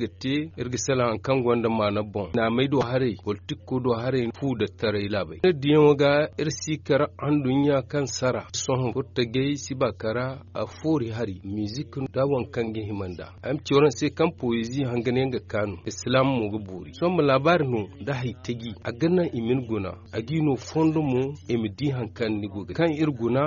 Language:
Zarma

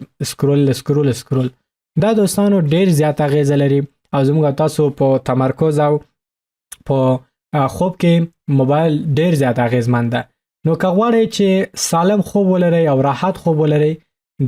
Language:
Pashto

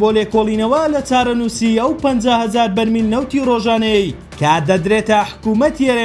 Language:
Central Kurdish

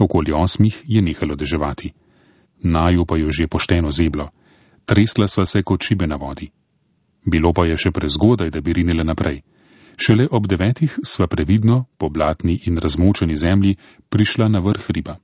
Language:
Slovenian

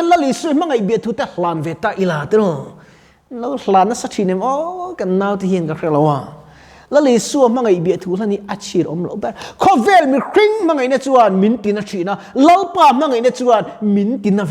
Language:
Mizo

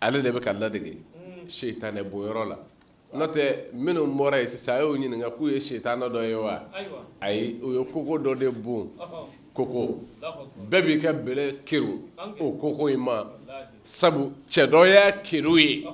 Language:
Bambara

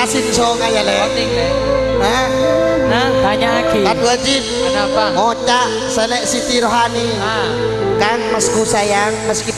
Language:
Madurese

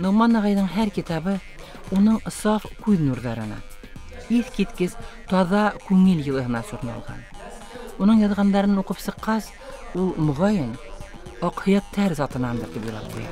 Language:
Bashkir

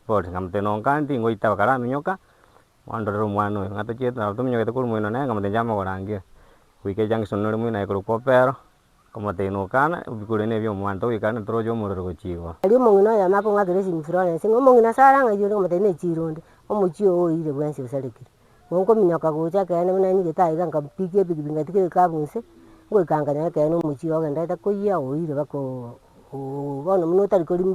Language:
Gusii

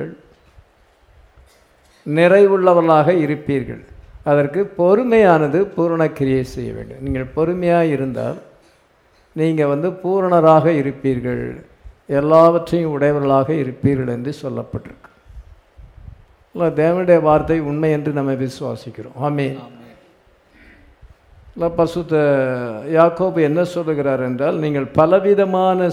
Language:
Tamil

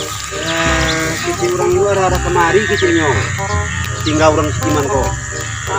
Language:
Minangkabau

